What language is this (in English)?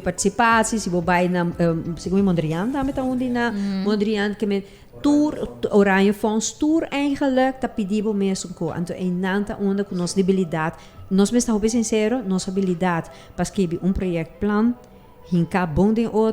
Papiamento